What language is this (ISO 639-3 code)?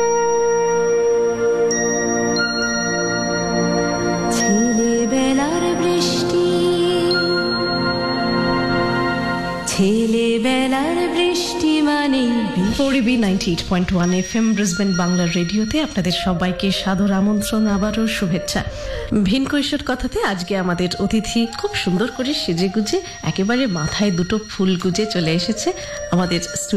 ben